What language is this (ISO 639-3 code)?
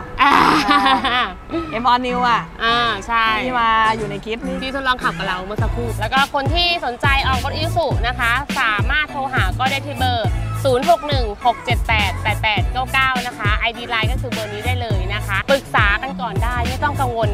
tha